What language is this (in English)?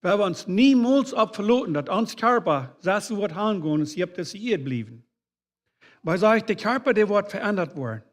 Plautdietsch